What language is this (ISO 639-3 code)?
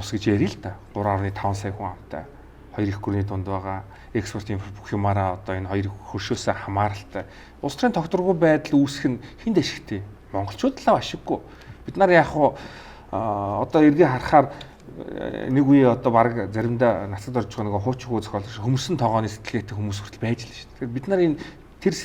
mon